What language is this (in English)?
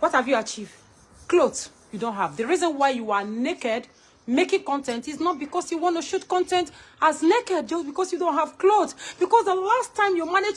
Nigerian Pidgin